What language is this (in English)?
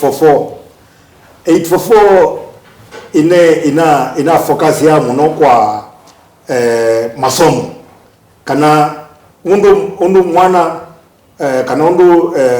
Kamba